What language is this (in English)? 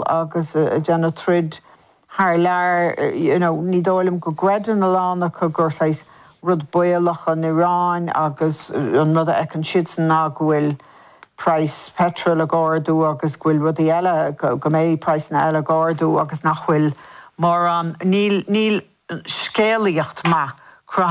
Irish